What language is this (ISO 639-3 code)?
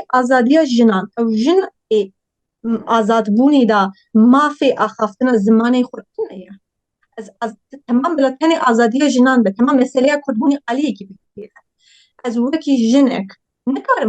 kur